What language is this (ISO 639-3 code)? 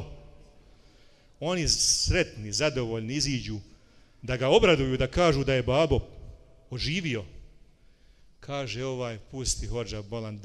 bos